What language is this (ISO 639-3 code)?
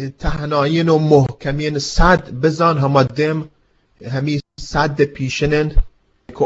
bgp